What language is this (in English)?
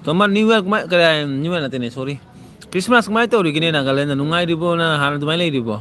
Manipuri